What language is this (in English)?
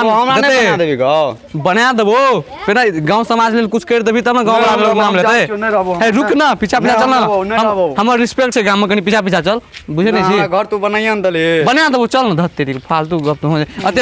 Maithili